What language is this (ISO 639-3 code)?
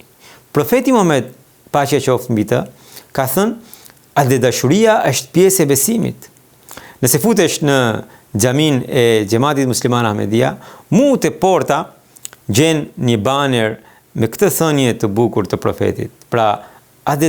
sqi